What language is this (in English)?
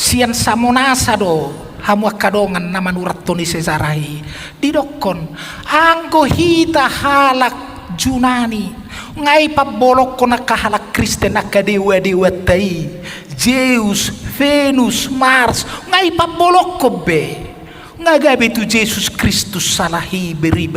Batak Toba